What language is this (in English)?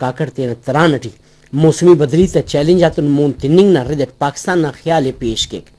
Brahui